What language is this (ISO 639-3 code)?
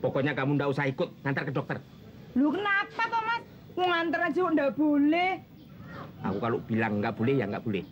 bew